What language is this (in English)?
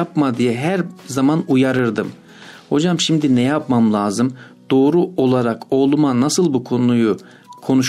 Turkish